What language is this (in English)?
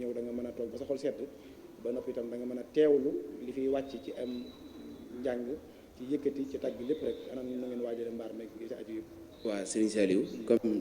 Wolof